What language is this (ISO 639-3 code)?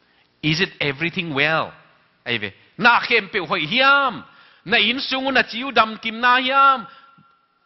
ctd